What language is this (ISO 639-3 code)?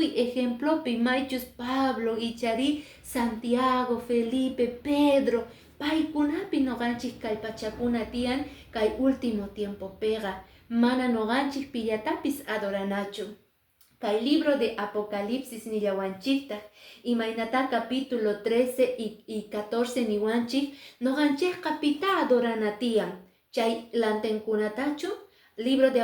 que